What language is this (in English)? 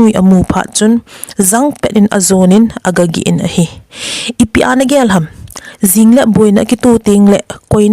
Thado Chin